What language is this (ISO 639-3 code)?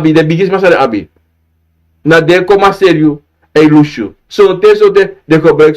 srn